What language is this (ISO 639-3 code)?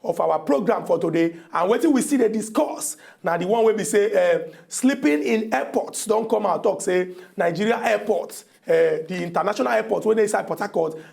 pcm